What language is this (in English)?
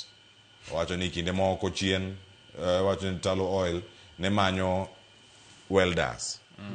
Luo (Kenya and Tanzania)